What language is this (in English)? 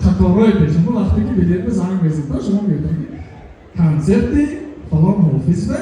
Tajik